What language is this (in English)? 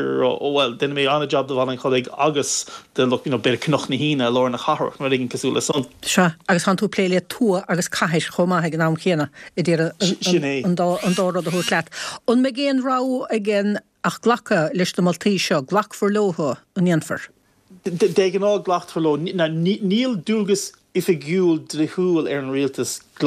Irish